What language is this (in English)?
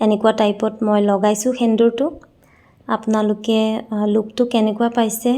Assamese